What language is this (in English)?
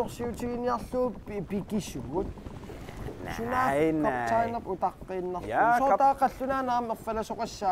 Kalaallisut